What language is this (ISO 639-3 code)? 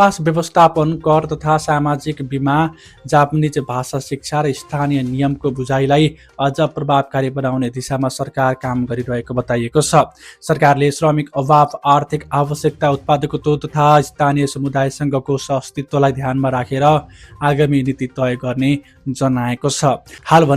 nep